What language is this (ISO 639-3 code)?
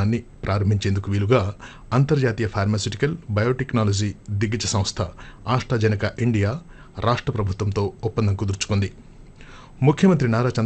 tel